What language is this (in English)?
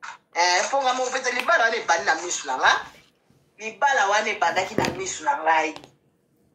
Lingala